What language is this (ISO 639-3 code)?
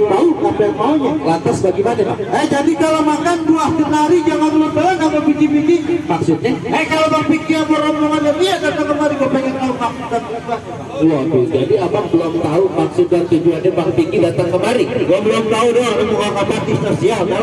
bew